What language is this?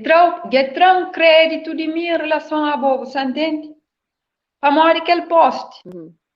Kabuverdianu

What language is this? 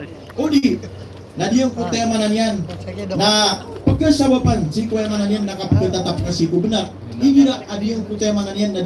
Maranao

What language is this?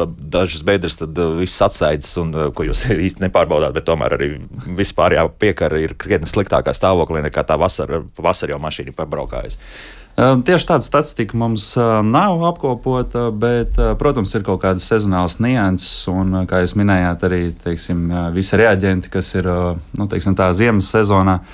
Latvian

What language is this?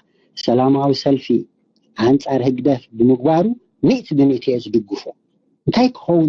Tigrinya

